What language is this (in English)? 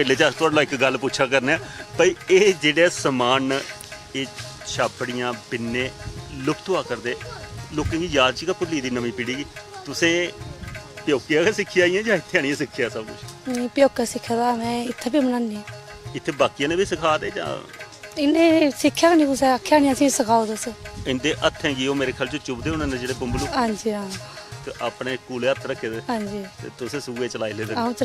Dogri